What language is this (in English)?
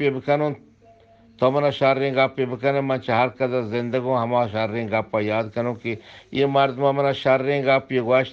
Eastern Balochi